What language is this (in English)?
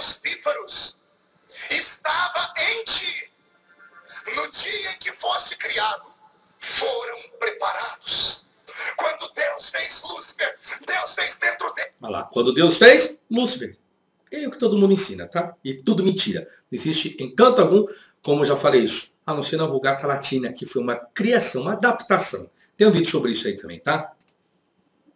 Portuguese